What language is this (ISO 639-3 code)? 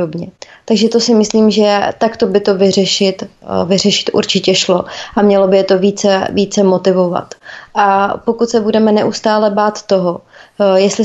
ces